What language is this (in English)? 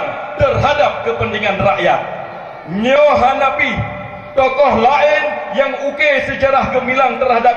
Achinese